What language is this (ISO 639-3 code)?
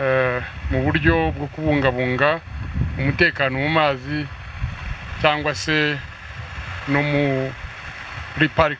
kin